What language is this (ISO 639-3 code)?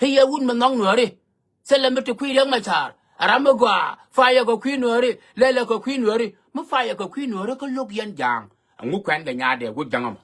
nus